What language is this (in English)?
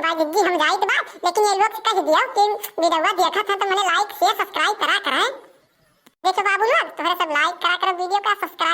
Awadhi